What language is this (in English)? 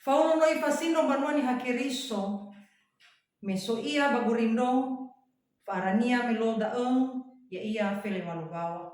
Nias